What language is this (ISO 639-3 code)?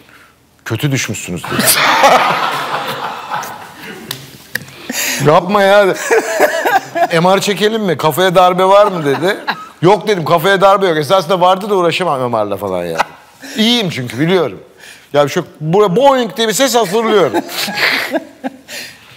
tur